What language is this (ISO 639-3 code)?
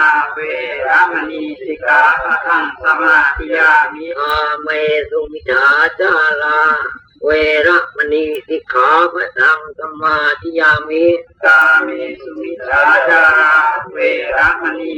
pli